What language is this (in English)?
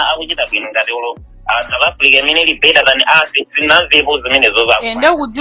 Nyanja